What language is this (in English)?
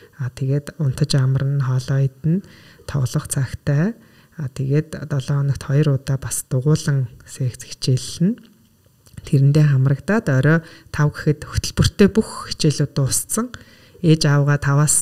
Mongolian